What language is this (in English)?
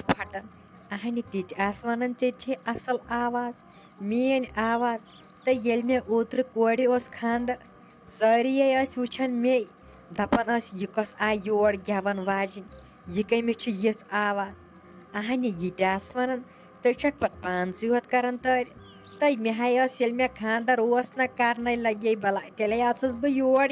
Kashmiri